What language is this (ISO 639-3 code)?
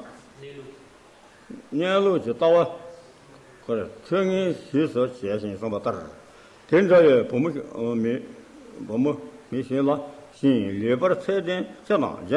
bod